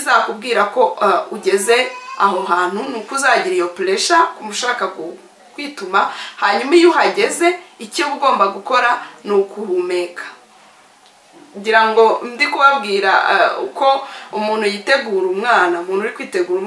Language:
Kinyarwanda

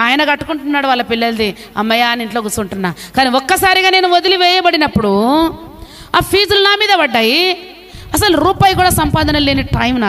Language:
Telugu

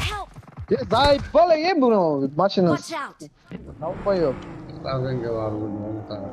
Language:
Kara-Kalpak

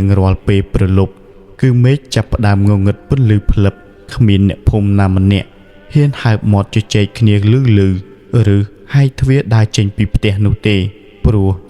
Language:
Khmer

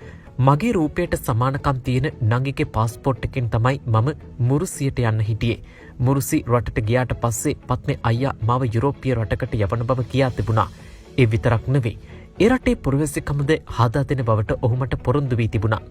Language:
Sinhala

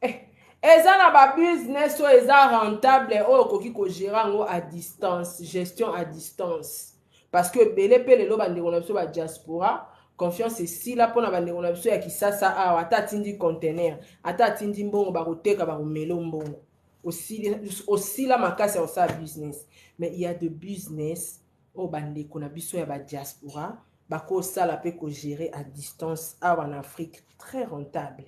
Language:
Lingala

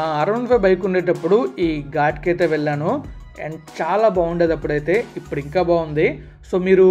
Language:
Telugu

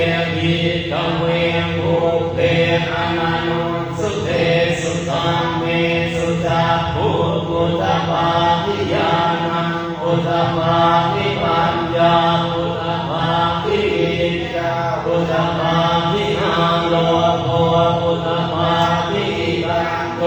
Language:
Pali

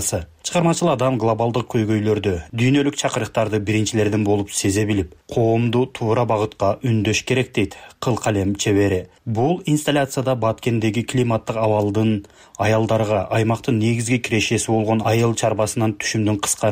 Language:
Kyrgyz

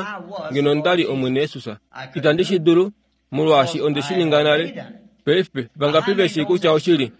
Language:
Kuanyama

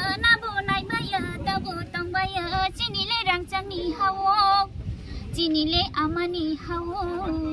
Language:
Kok Borok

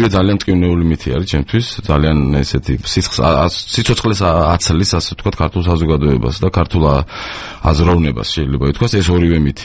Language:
Georgian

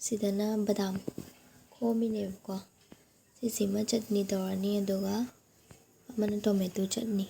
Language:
Manipuri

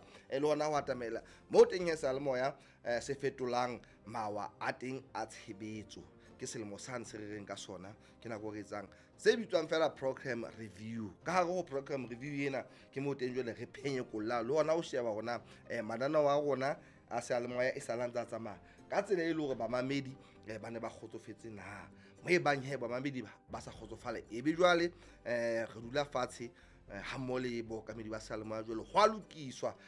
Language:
Southern Sotho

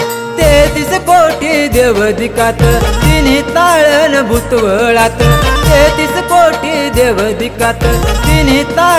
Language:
Marathi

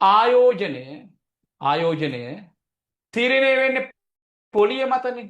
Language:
Sinhala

